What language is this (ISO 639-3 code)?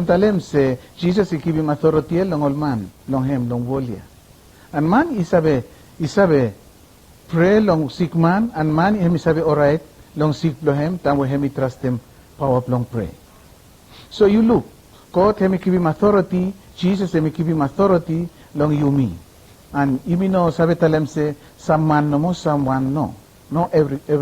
bis